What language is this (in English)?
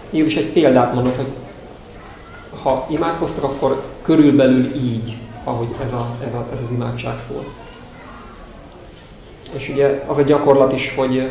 Hungarian